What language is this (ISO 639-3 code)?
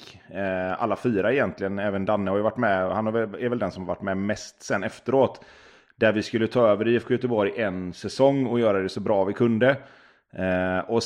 swe